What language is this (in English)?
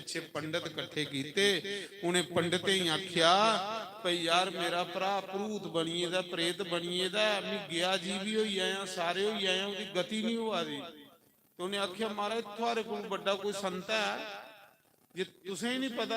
Dogri